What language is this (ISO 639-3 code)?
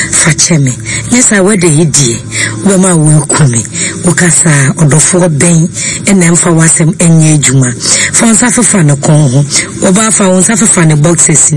aka